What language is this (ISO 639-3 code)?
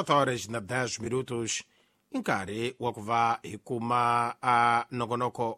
tso